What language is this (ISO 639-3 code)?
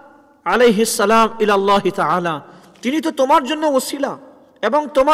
ben